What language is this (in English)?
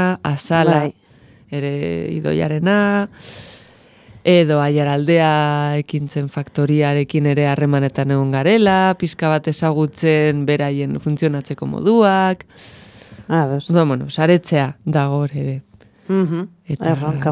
Basque